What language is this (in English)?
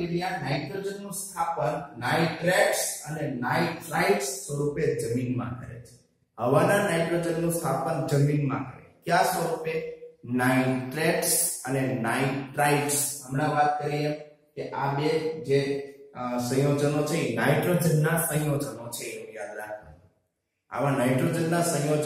Gujarati